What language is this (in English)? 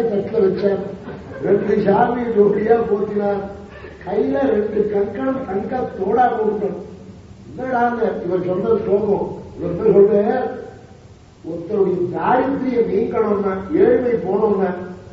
Tamil